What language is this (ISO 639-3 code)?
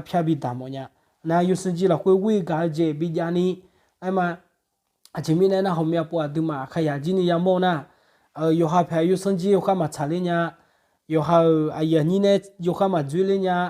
ahk